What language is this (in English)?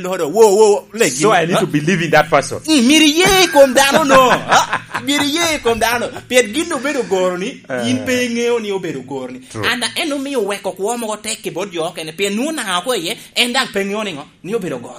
Lango (Uganda)